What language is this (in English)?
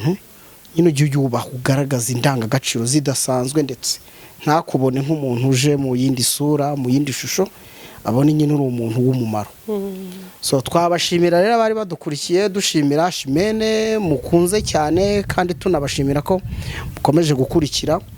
Kinyarwanda